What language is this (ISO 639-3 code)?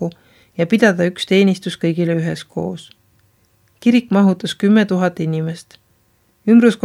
est